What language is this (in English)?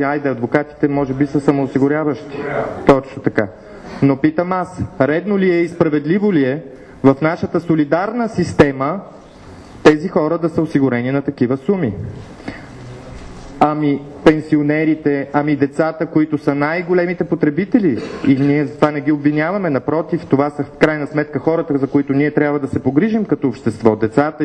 Bulgarian